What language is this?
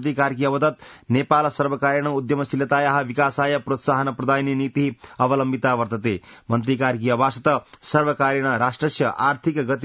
Sanskrit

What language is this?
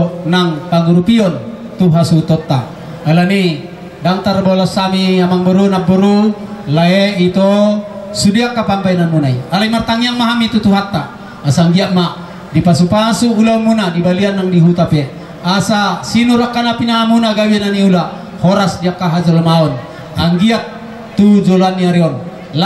Batak Toba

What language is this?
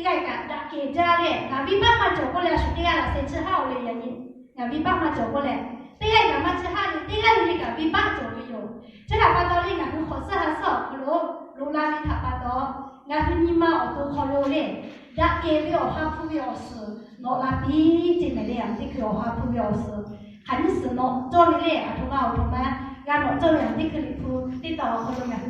Lahu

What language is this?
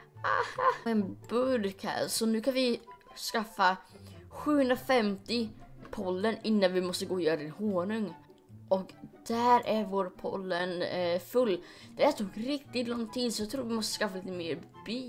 Swedish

